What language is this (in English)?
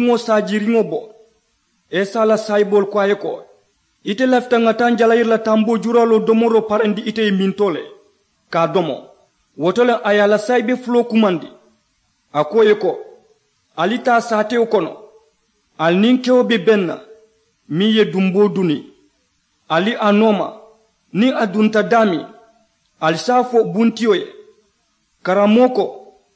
Mandingo